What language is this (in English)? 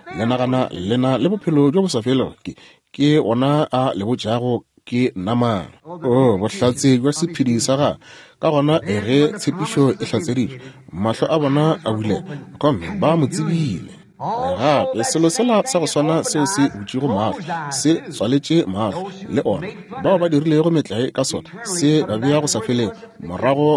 Northern Sotho